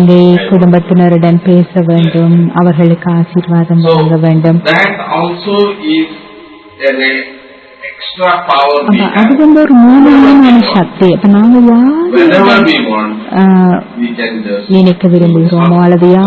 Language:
Tamil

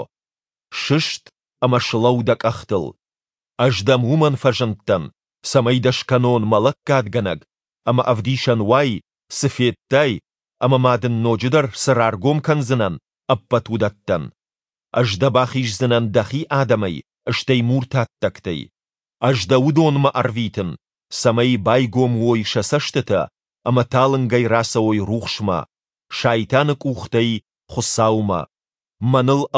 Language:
Ossetic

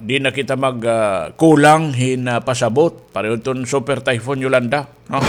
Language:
Waray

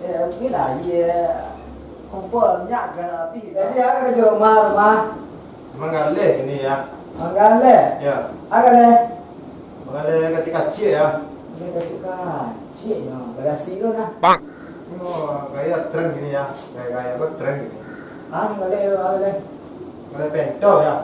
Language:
Minangkabau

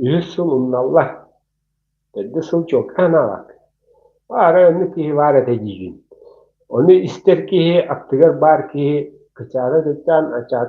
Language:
Yakut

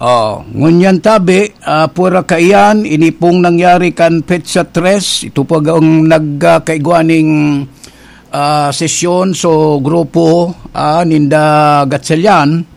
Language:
Bikol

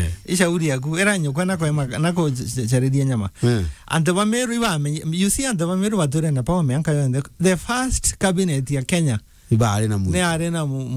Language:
Meru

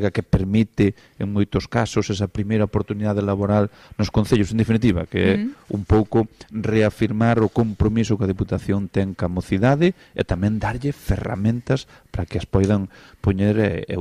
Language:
Galician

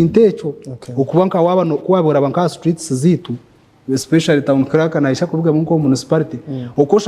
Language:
Nyankole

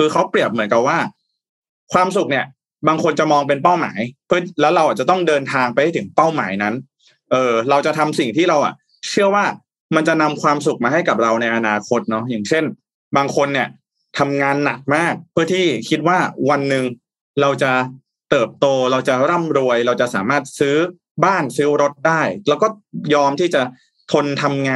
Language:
Thai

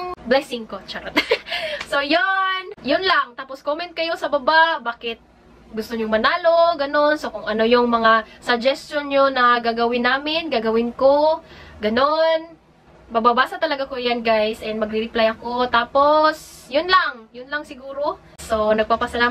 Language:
Filipino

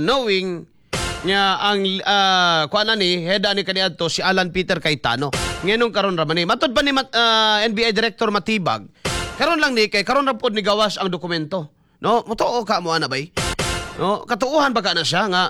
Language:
Cebuano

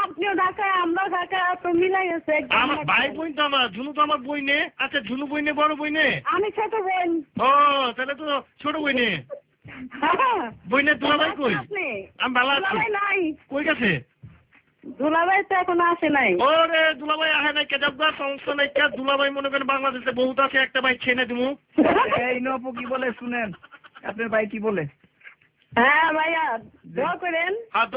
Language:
Bangla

